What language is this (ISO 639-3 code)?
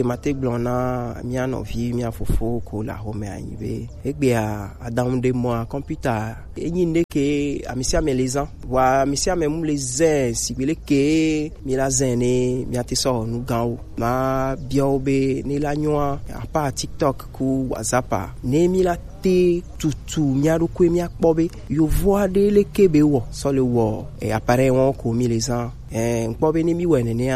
gej